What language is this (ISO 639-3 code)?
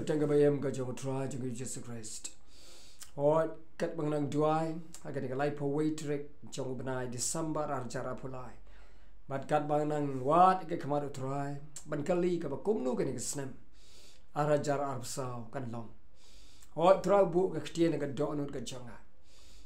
kha